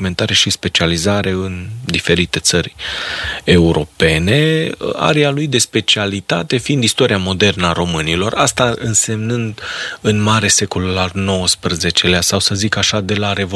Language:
Romanian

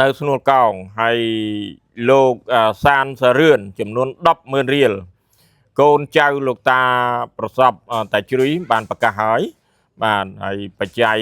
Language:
Khmer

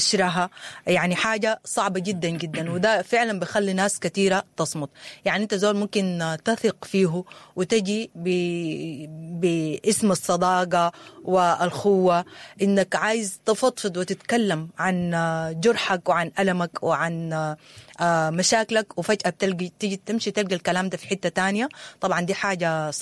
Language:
Sudanese Arabic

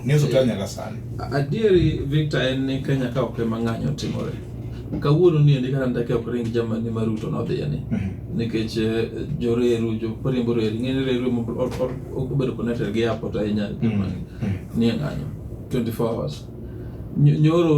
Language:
Luo (Kenya and Tanzania)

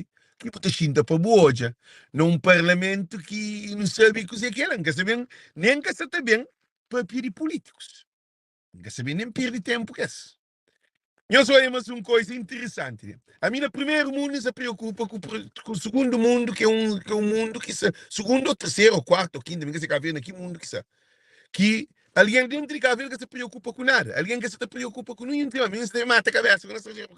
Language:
Kabuverdianu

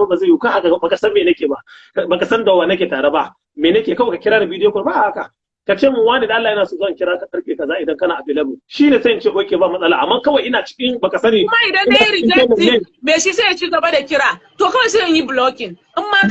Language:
Hausa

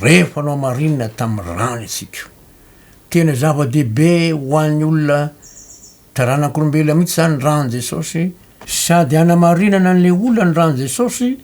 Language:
Malagasy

